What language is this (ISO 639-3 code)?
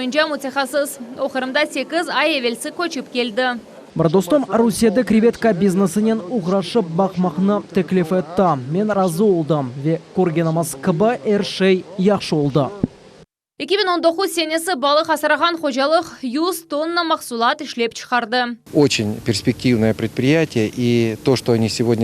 crh